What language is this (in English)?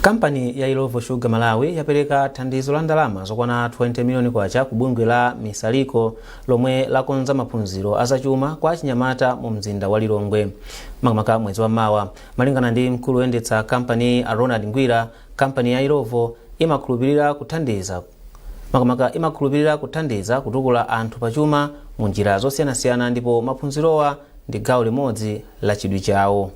Nyanja